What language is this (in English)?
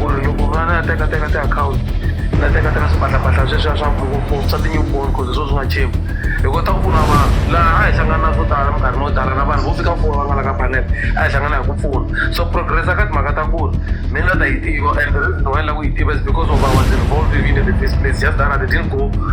Tsonga